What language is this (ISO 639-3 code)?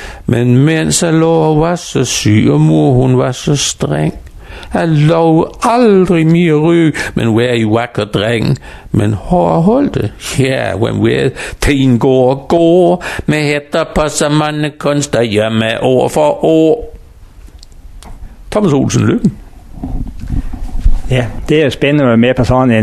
dan